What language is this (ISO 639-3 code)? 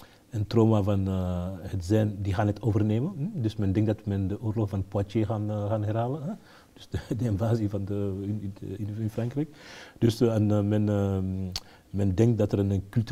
nld